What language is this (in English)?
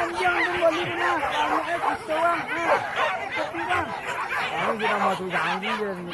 Minangkabau